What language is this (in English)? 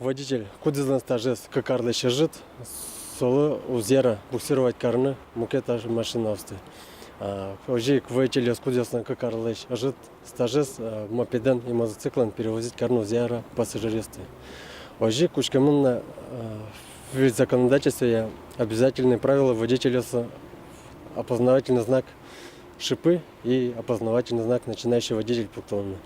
Udmurt